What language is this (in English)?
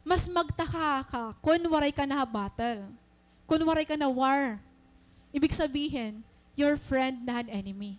Waray